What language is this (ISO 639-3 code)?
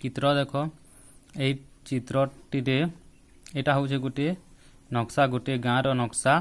ori